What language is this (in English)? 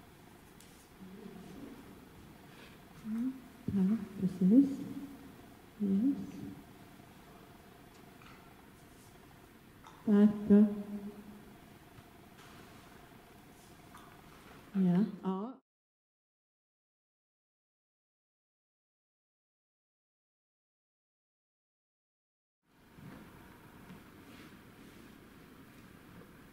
Swedish